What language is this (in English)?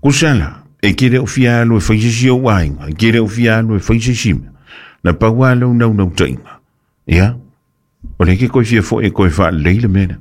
Samoan